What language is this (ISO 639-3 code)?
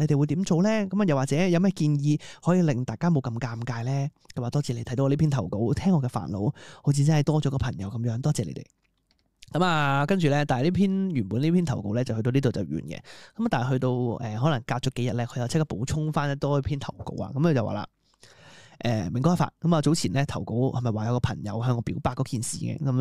yue